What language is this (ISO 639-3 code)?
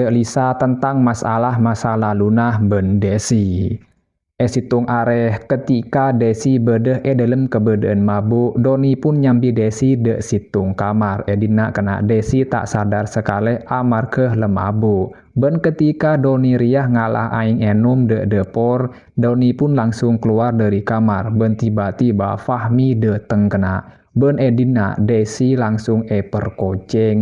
mad